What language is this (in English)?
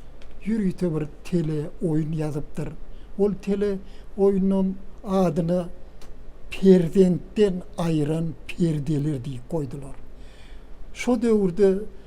Turkmen